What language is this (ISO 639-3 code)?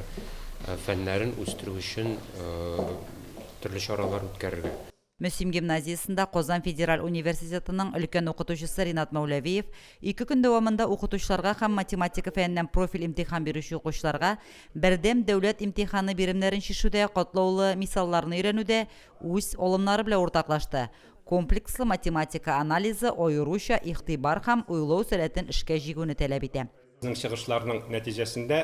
tat